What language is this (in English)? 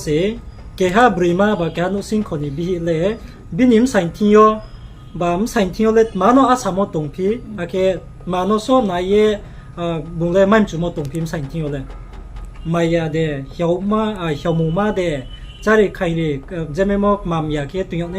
Riang (India)